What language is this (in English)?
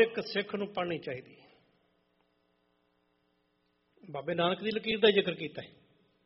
Punjabi